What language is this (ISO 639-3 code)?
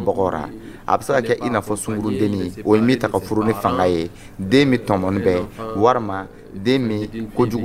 dyu